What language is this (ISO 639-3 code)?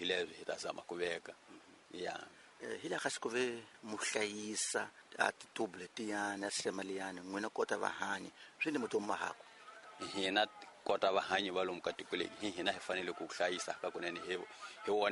tso